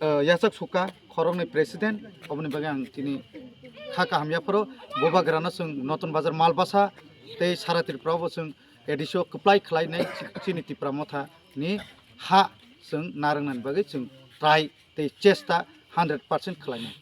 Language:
Kok Borok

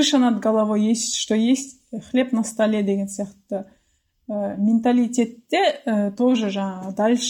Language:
Kazakh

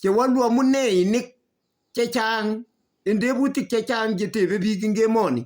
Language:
Kalenjin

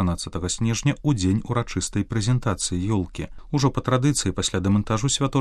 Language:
Belarusian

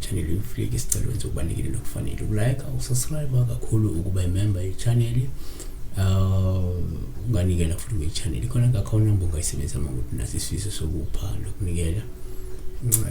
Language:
Zulu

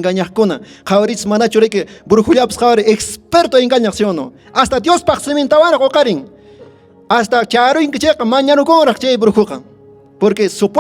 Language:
Quechua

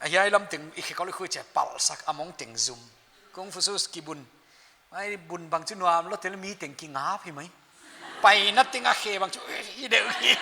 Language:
Paite Chin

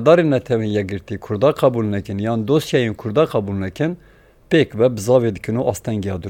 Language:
Kurdish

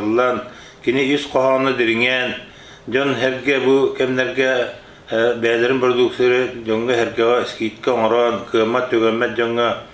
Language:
Yakut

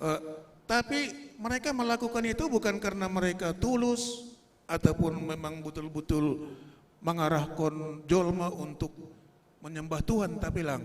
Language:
Batak Simalungun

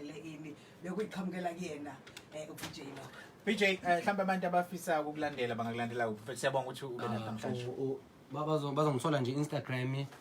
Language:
Zulu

